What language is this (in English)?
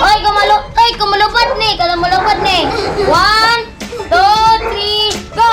Cebuano